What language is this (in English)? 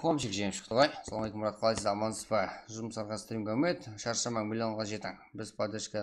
Kara-Kalpak